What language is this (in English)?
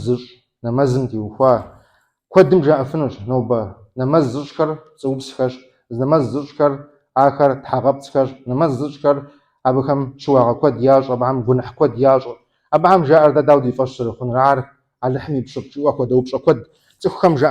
Kabardian